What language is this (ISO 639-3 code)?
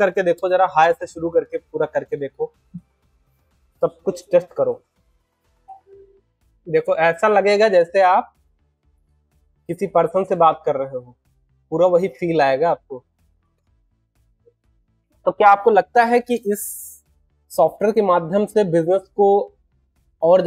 hin